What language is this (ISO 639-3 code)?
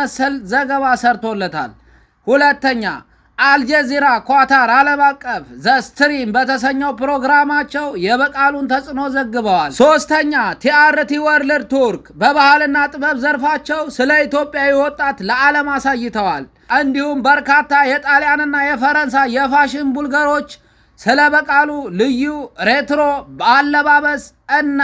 amh